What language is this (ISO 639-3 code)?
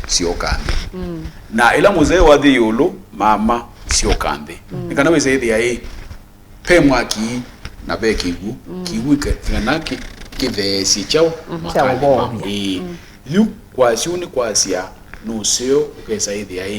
kam